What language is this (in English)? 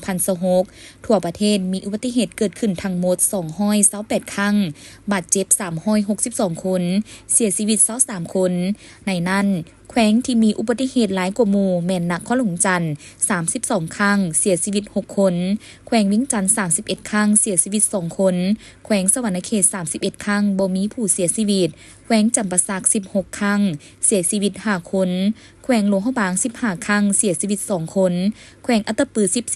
Lao